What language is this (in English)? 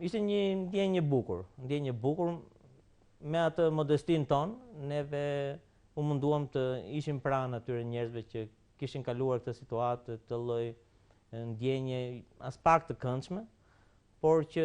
Albanian